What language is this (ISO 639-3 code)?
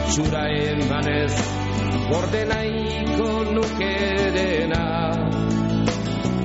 eus